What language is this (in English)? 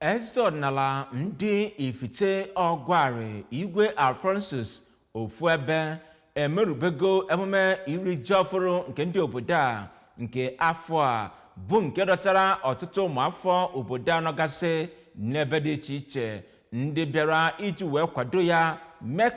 Igbo